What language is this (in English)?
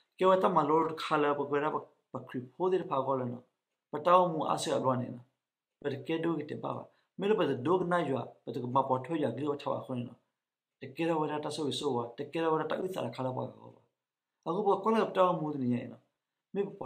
S'gaw Karen